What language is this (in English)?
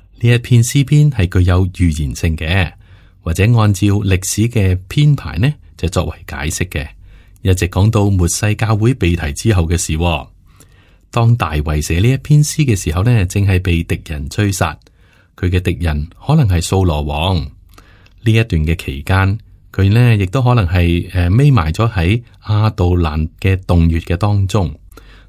Cantonese